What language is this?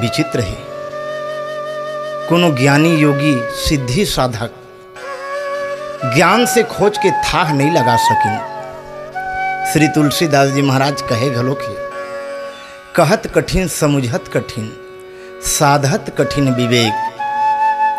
Chhattisgarhi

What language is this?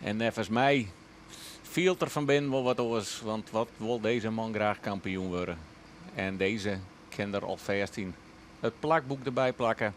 Western Frisian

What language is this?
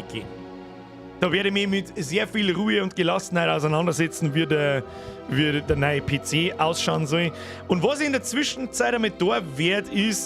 Bavarian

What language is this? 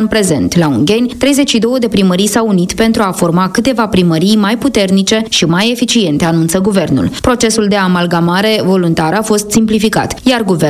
Romanian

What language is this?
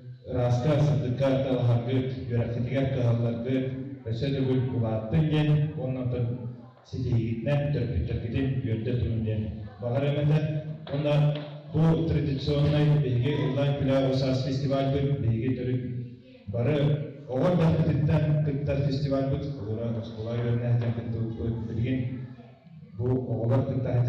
Yakut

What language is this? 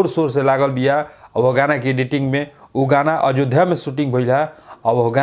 Bhojpuri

